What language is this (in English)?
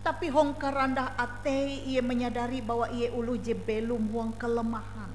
Ngaju